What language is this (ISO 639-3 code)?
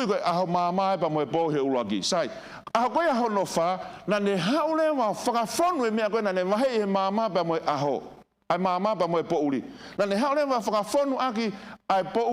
ton